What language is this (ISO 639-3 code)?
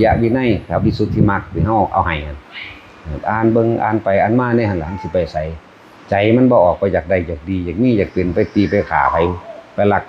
tts